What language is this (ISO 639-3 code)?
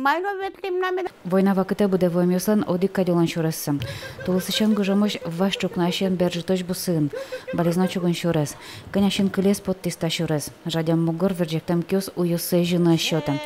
udm